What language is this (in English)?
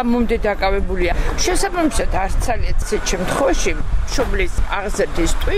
Georgian